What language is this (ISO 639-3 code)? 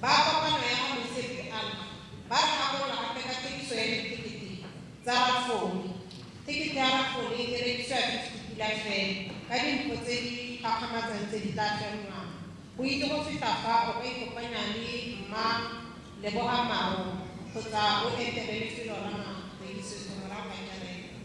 tsn